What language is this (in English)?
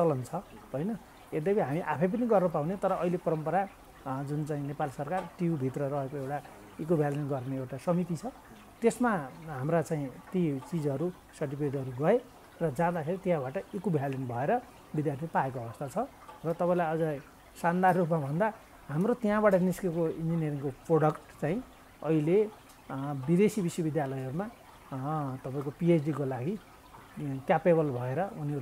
Nepali